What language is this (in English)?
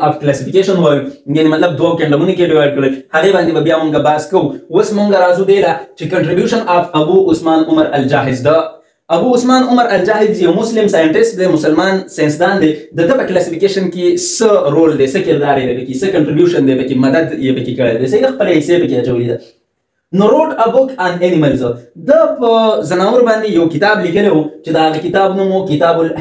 Pashto